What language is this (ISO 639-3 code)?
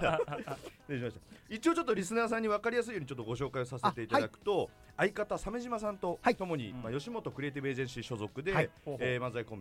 jpn